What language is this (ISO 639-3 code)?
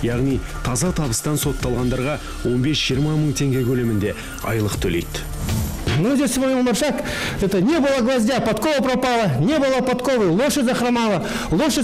kaz